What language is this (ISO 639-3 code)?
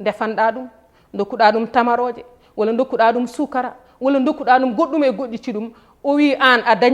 ful